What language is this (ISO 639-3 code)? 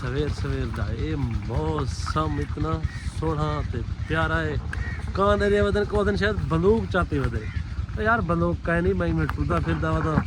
skr